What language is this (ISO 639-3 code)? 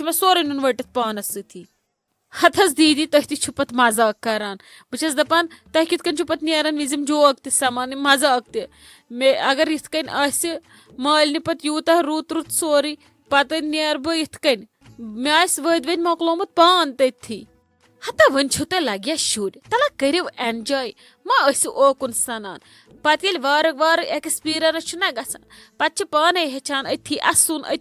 kas